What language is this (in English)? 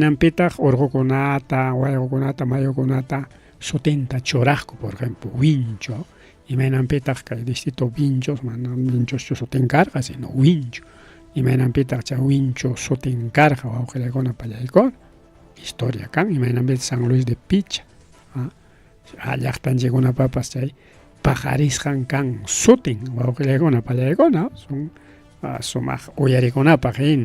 Ayacucho Quechua